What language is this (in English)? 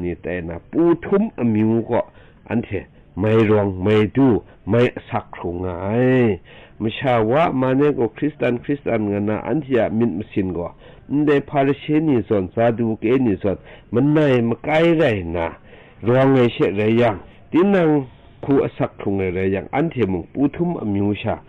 Kachin